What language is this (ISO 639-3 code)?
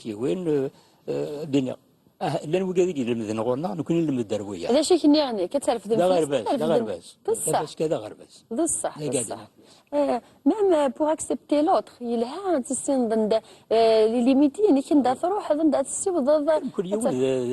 kab